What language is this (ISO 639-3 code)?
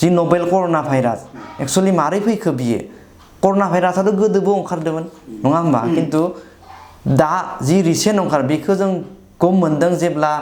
brx